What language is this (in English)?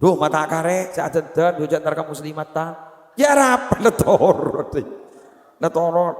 Madurese